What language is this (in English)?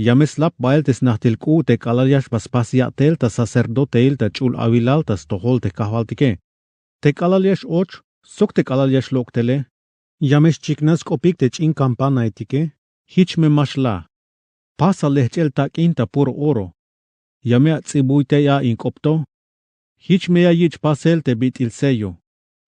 Tzeltal